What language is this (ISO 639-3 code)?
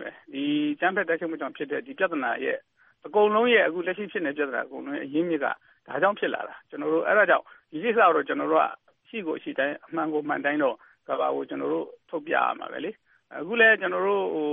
mya